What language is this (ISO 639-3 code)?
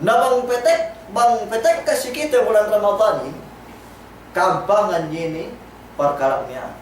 yka